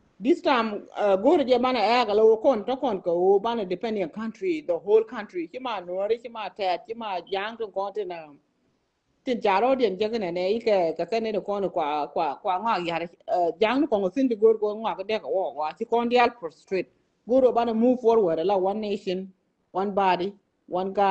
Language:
Nuer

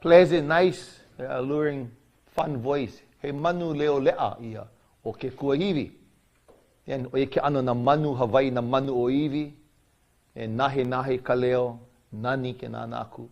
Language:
Hawaiian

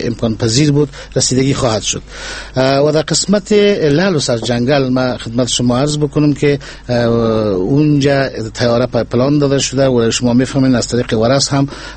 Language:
Persian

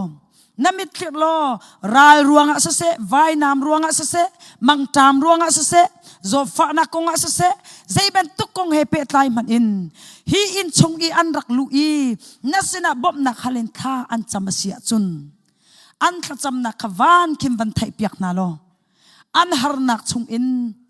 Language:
Hakha Chin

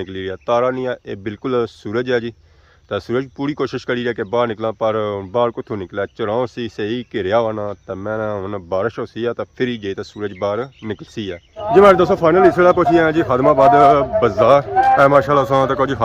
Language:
Pahari-Potwari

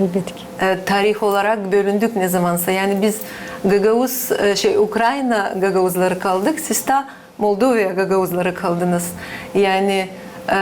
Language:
Gagauz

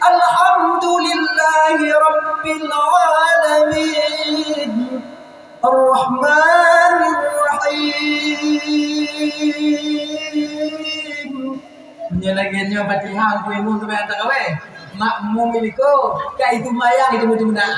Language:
Achinese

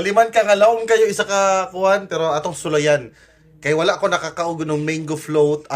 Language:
Cebuano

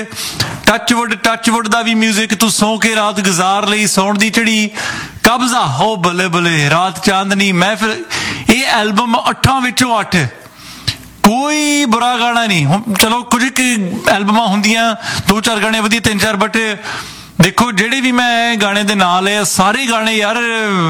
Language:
Punjabi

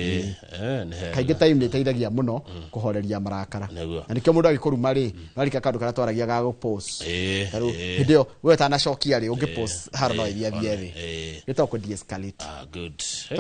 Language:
Kikuyu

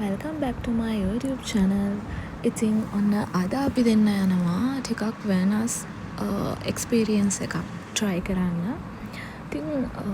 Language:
Sinhala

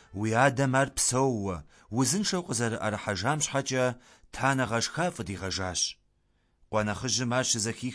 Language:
Kabardian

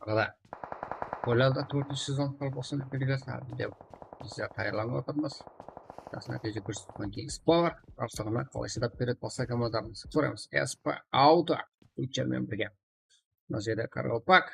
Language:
Kara-Kalpak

